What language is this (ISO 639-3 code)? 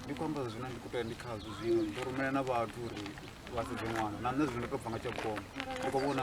ven